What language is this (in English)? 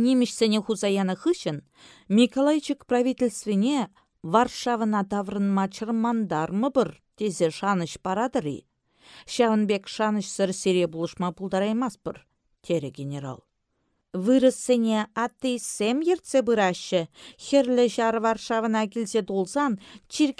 Chuvash